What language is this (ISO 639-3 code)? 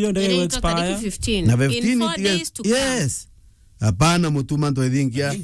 mer